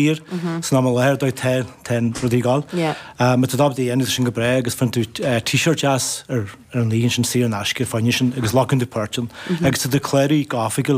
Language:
Irish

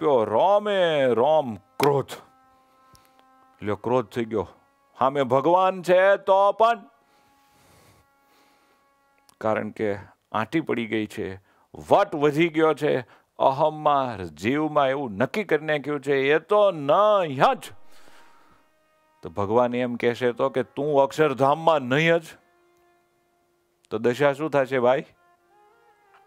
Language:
Gujarati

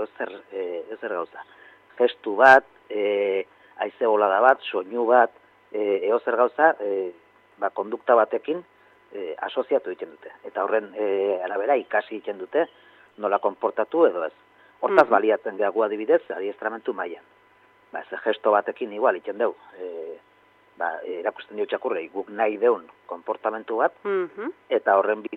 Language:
Basque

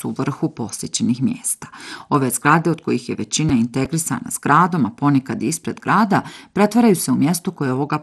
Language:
Bosnian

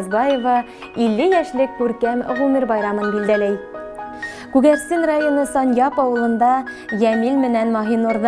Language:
Bashkir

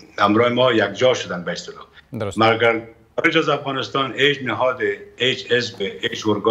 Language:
Persian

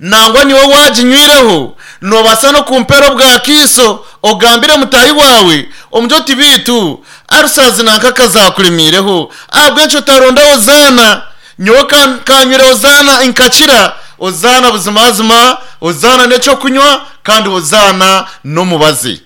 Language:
Nyankole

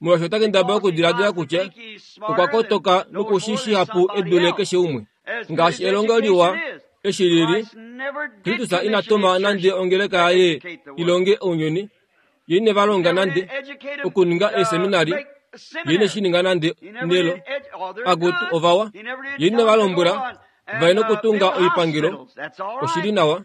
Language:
Kuanyama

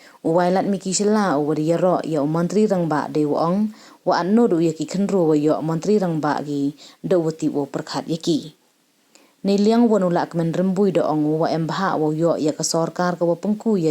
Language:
Pnar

